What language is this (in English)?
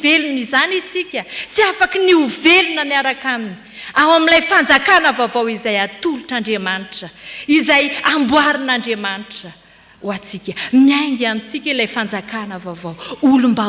Malagasy